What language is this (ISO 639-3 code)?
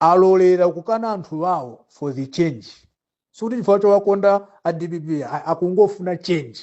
nya